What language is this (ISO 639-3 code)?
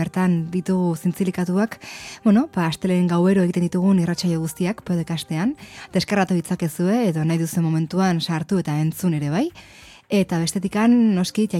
eus